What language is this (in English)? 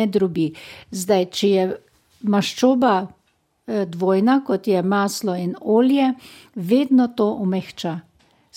Slovenian